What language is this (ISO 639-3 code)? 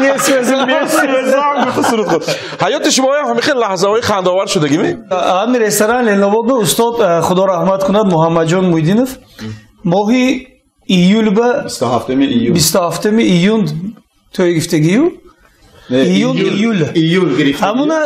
tgk